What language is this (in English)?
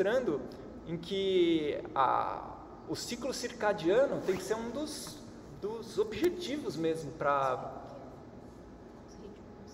Portuguese